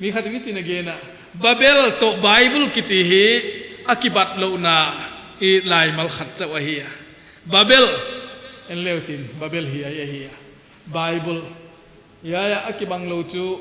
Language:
Paite Chin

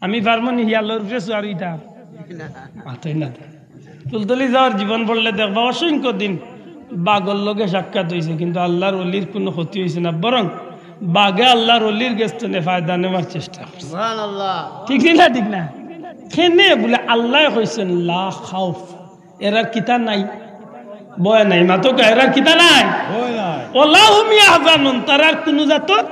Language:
Sylheti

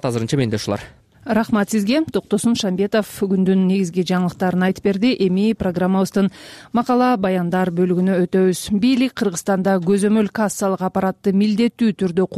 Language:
Kyrgyz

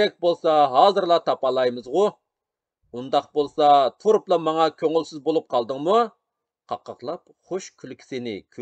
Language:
Uyghur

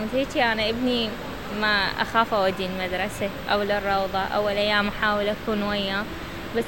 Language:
Mesopotamian Arabic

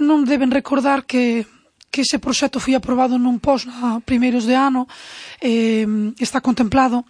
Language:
Galician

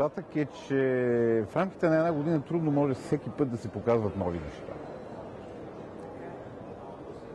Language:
Bulgarian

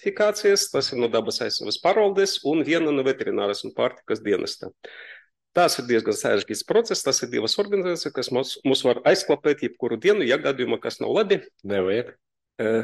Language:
Latvian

